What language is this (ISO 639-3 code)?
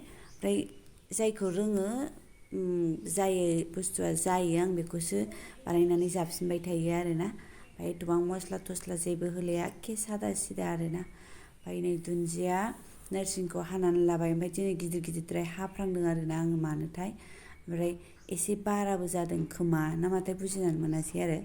brx